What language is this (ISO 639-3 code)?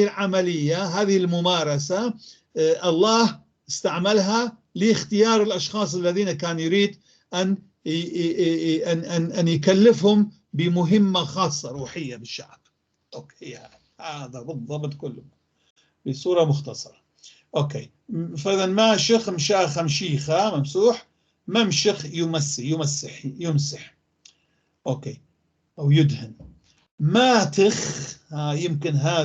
apc